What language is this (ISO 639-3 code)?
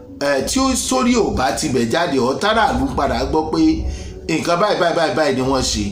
yor